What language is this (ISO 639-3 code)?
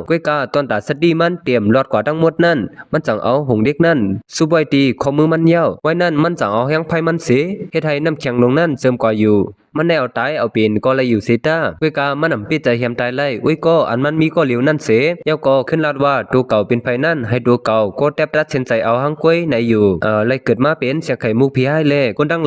shn